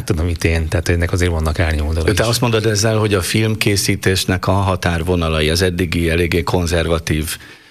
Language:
Hungarian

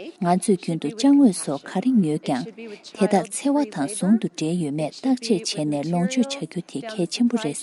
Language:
Tibetan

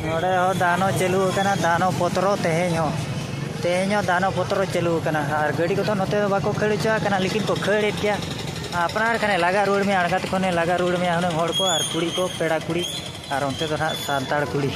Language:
Santali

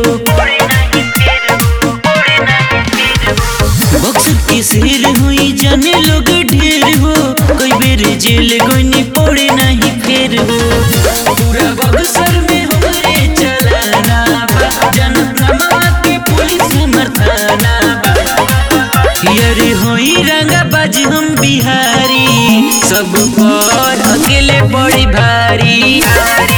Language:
Bhojpuri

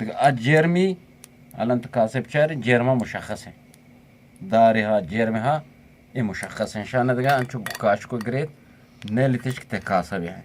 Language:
Eastern Balochi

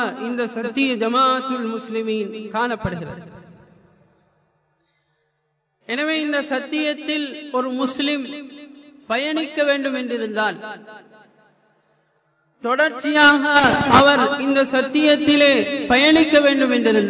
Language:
Tamil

